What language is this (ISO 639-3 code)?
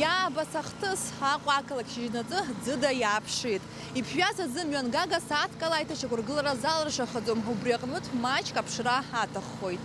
abk